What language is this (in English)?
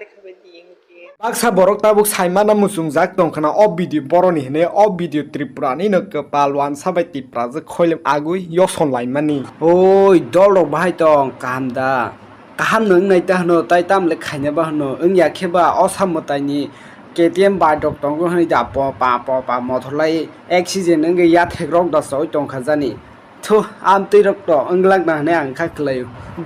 Kok Borok